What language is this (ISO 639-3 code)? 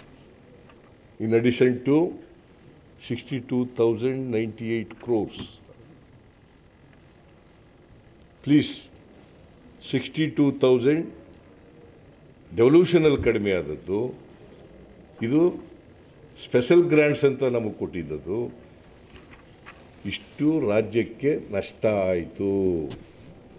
kan